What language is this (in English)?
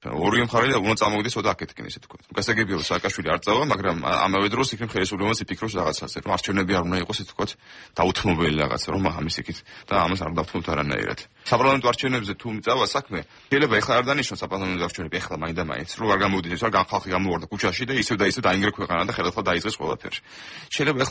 Georgian